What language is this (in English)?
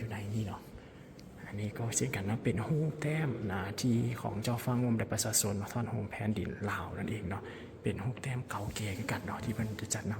Lao